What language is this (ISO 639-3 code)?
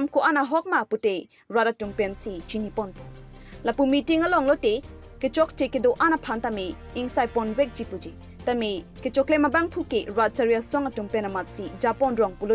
mjw